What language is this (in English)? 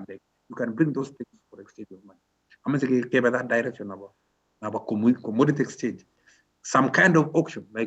Kalenjin